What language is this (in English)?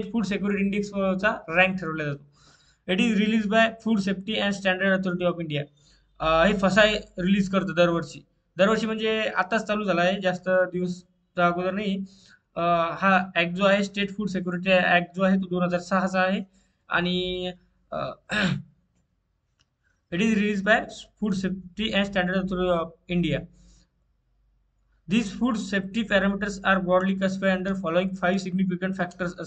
Marathi